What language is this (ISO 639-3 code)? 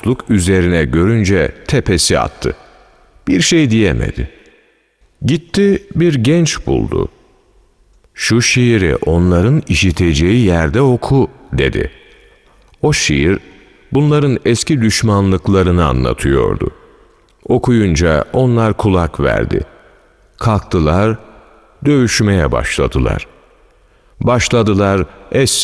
tur